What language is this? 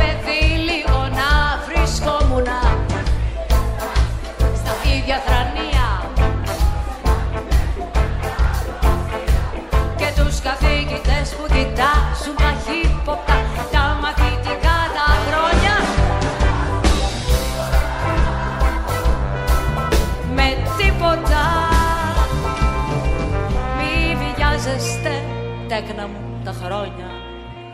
Greek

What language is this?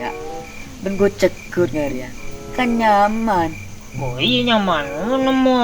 Madurese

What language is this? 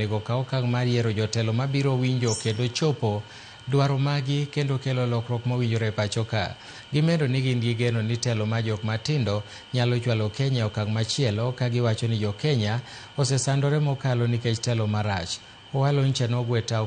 Luo (Kenya and Tanzania)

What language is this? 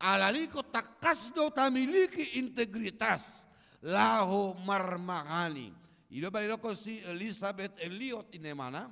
Batak Toba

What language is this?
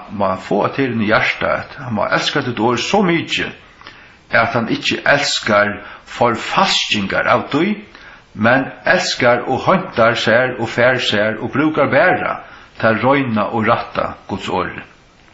Faroese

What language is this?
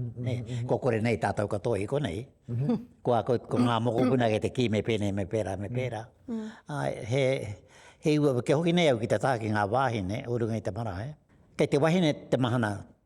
Māori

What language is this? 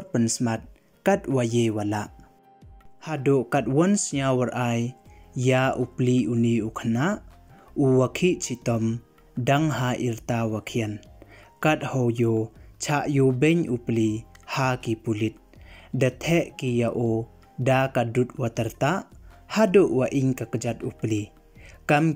Pnar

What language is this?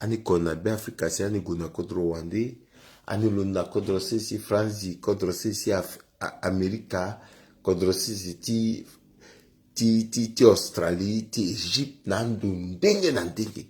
Sango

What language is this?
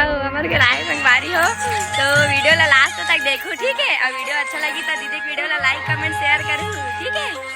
Chhattisgarhi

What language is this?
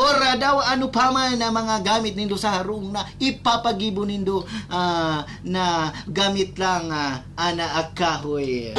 Bikol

